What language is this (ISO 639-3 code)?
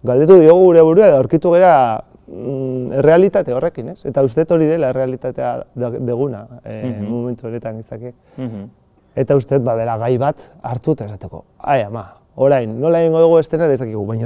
eus